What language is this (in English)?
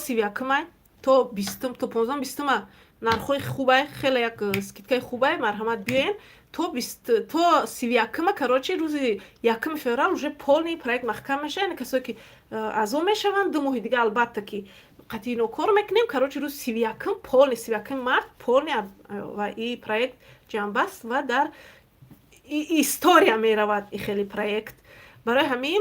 Tajik